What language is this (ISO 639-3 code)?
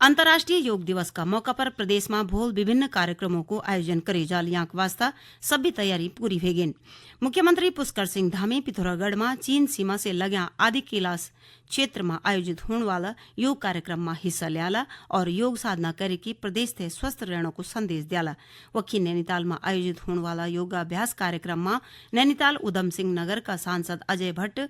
gbm